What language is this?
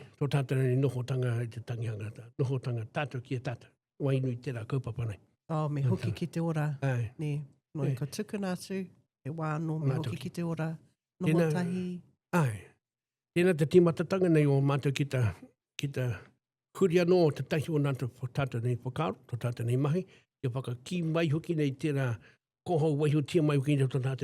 Māori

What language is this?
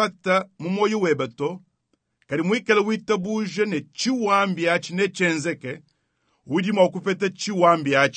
Luba-Lulua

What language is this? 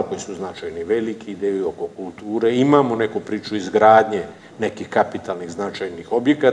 Serbian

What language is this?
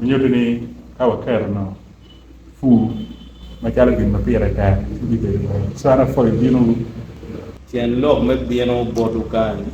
Acoli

